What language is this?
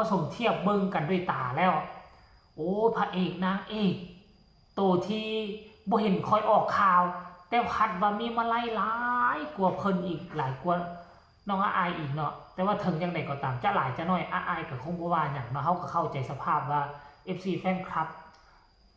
Northeastern Thai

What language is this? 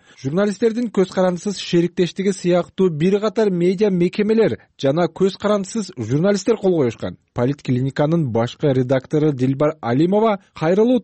Kyrgyz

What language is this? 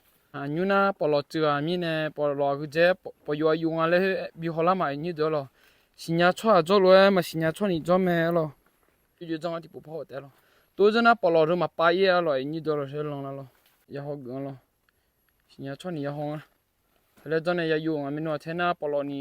Akha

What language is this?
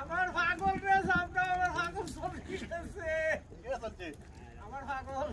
Sylheti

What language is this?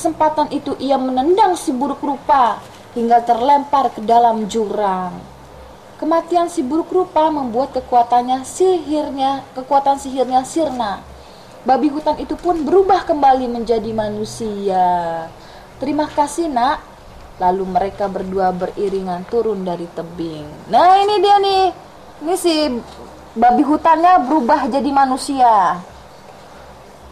Indonesian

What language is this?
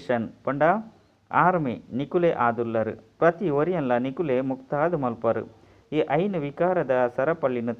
Tulu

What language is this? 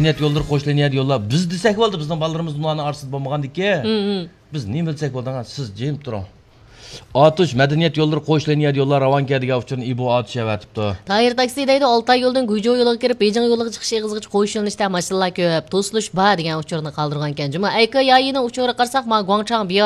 Uyghur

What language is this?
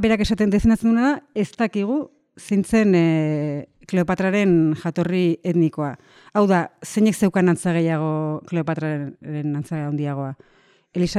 Basque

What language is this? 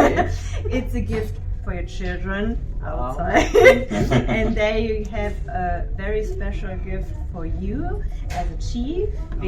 Konkani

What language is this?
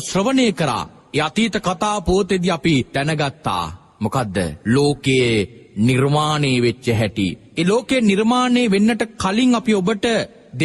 Sinhala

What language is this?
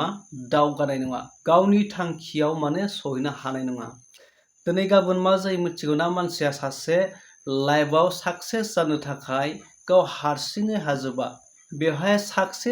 Bodo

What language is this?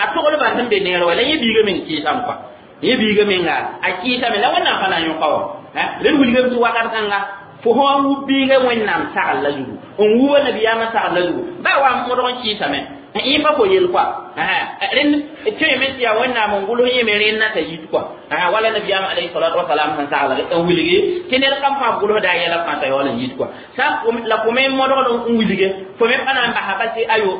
Mossi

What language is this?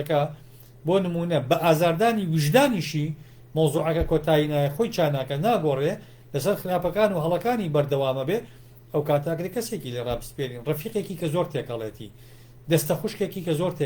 Central Kurdish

